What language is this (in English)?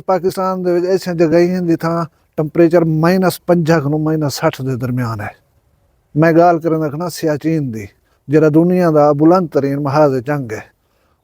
Saraiki